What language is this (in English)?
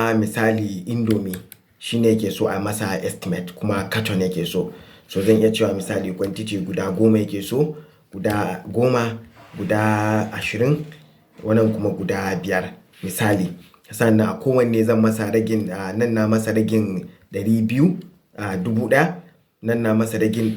Hausa